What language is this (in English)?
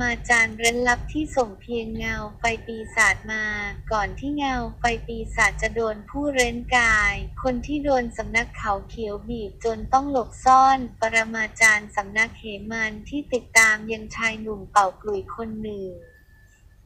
Thai